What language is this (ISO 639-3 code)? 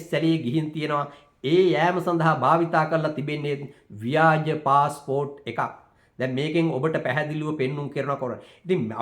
sin